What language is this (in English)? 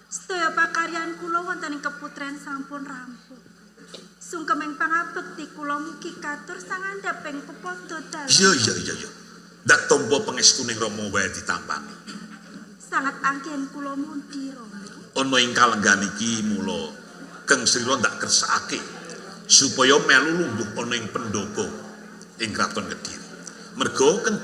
Javanese